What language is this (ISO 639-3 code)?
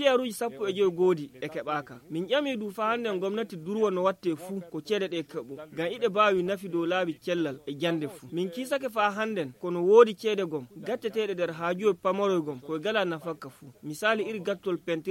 fuv